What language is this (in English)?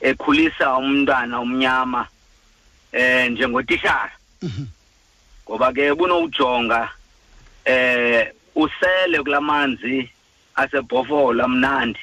Xhosa